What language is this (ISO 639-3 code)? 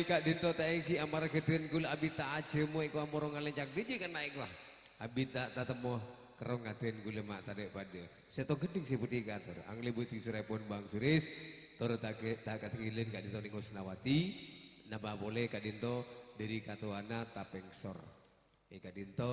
mad